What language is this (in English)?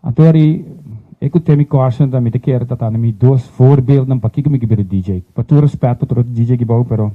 Papiamento